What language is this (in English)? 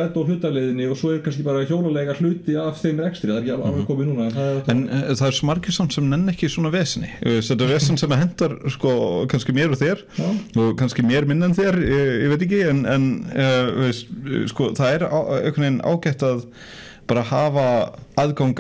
Icelandic